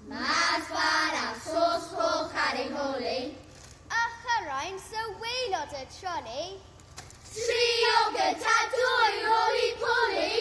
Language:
Welsh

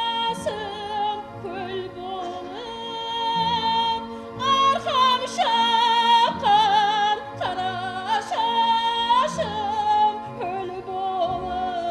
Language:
Kara-Kalpak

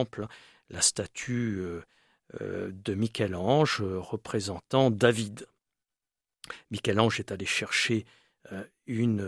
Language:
French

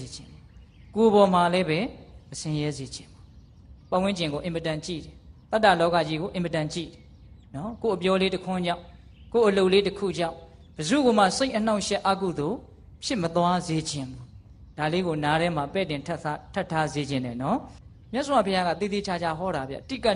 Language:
Burmese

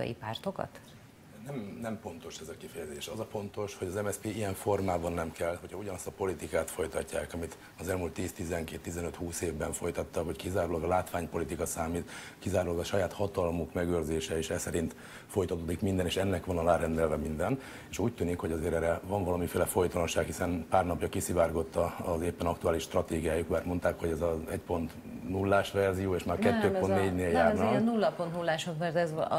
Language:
Hungarian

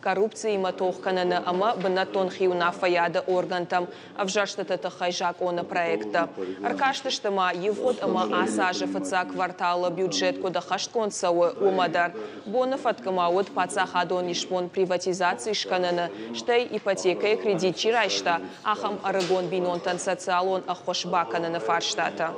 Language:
Ossetic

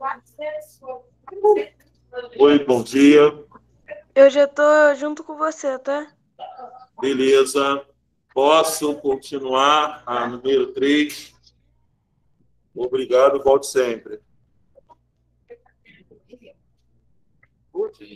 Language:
Portuguese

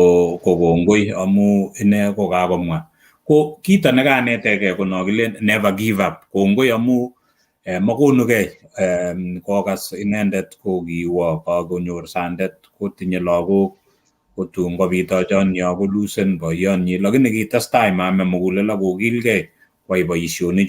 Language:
Kalenjin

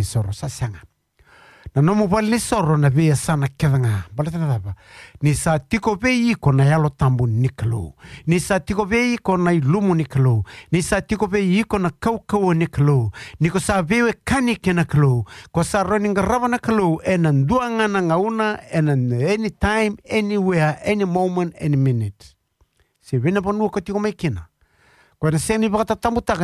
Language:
Fijian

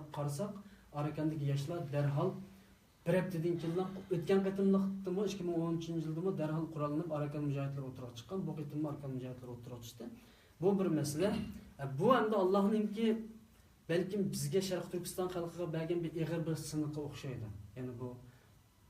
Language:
Uyghur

